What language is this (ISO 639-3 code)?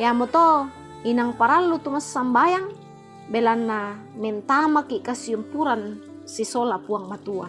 sda